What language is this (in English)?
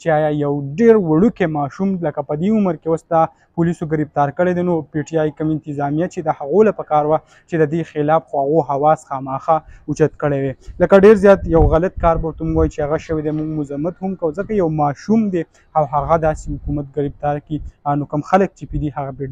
Pashto